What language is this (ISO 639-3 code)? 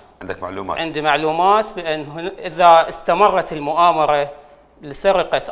acm